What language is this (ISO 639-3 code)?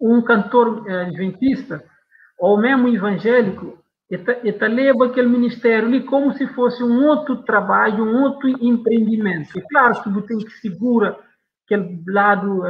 kea